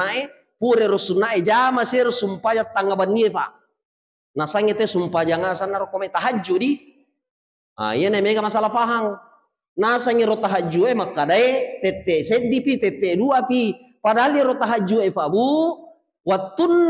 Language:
Buginese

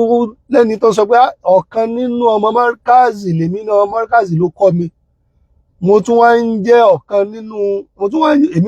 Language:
Yoruba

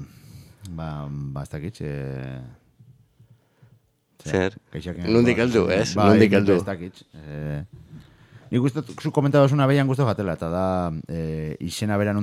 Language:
Basque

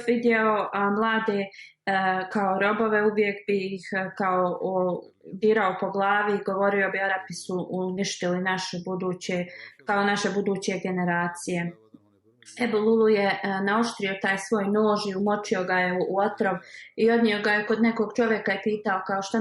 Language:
Bosnian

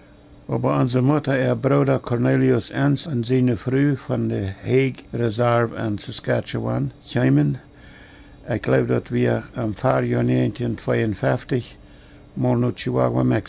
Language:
Plautdietsch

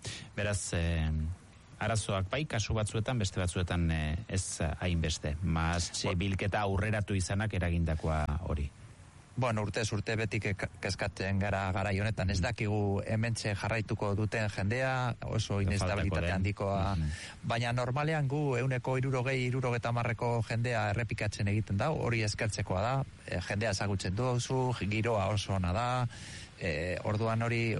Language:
Basque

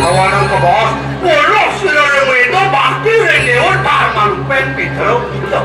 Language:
Balinese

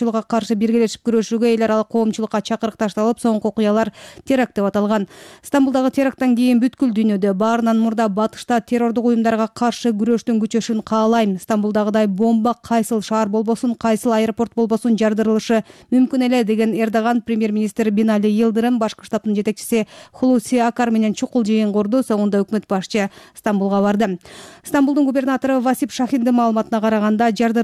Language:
Kyrgyz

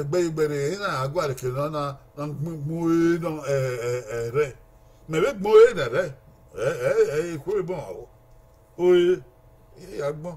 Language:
Bini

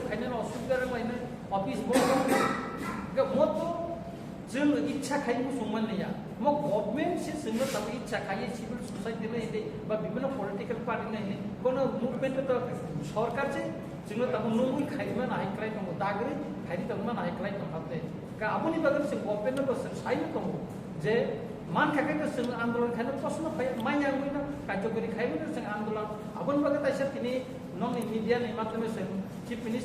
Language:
Kok Borok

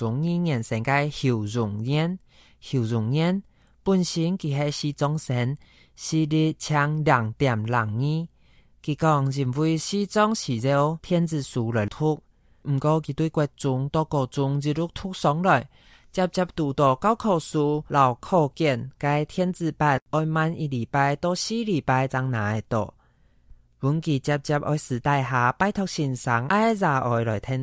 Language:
Hakka Chinese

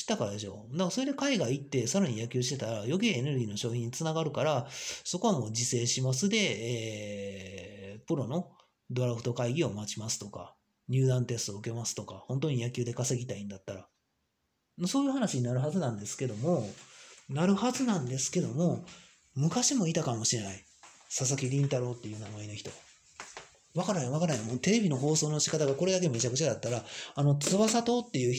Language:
Japanese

